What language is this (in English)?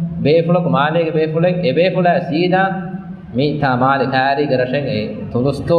Divehi